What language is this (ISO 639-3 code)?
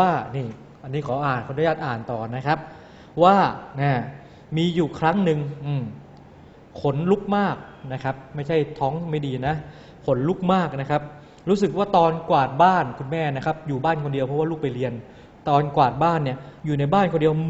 tha